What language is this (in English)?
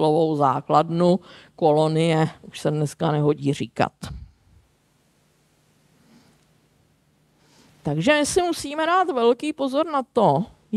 Czech